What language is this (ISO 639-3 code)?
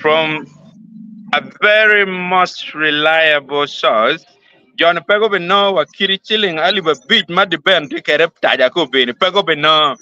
ach